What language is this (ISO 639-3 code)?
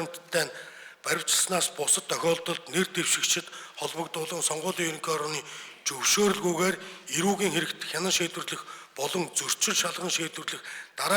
mon